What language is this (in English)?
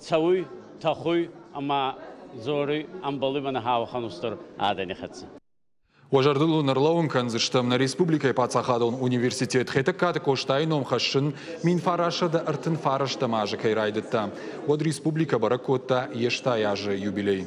Ossetic